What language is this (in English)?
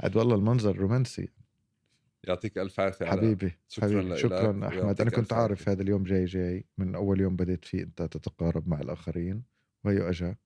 North Levantine Arabic